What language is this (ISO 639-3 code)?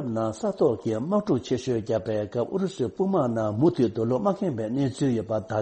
bod